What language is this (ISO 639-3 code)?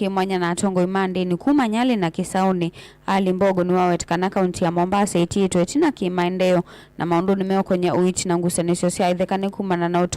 kam